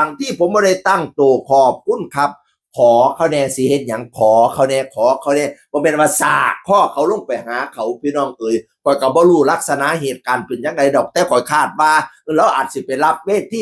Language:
Northeastern Thai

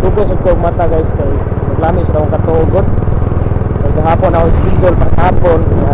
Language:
Cebuano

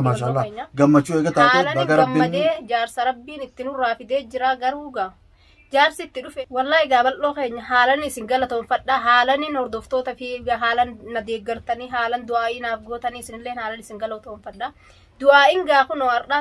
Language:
Oromo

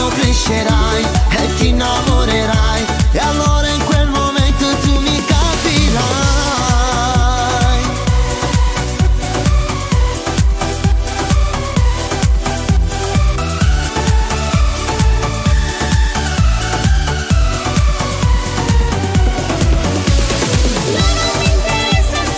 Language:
Italian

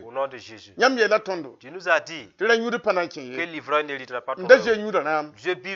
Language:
Mossi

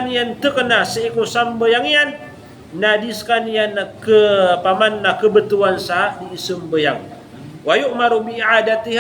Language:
Maranao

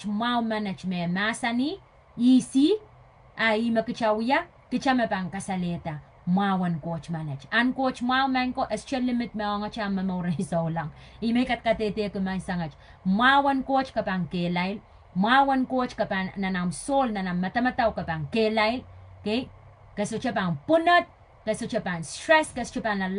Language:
Pohnpeian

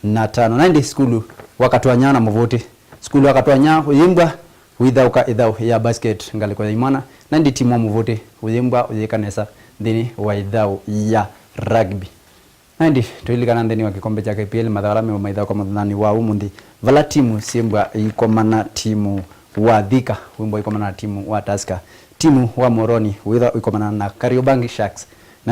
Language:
Kamba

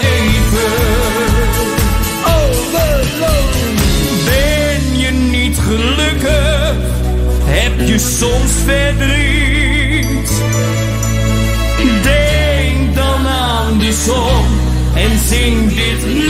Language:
Dutch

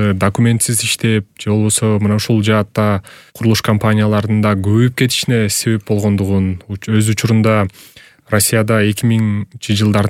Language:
Kyrgyz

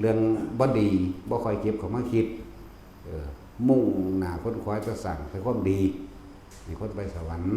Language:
Northeastern Thai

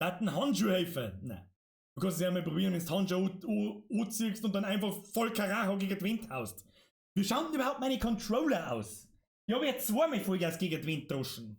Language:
Bavarian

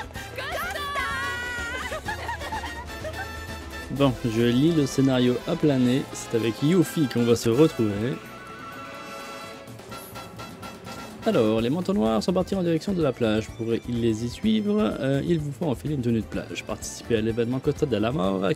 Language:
French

